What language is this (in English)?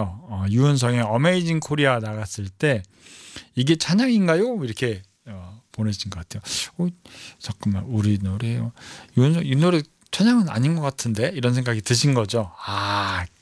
Korean